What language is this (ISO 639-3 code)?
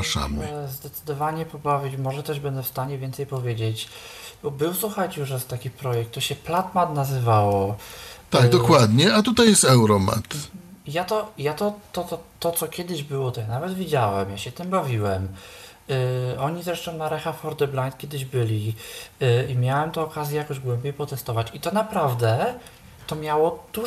pol